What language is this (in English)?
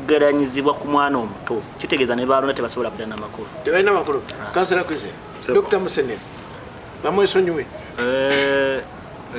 Ganda